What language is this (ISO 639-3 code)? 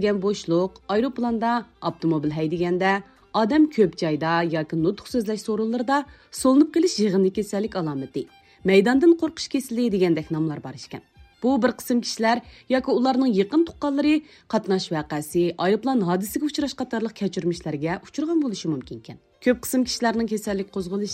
uig